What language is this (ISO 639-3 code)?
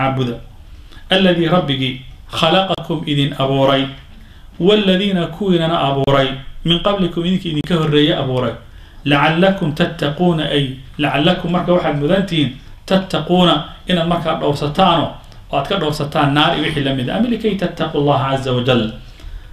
som